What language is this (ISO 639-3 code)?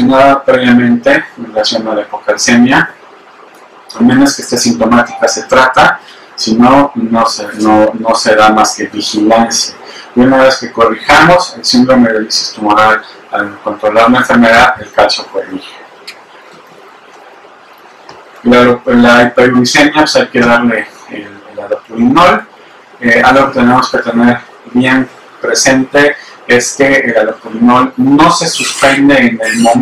spa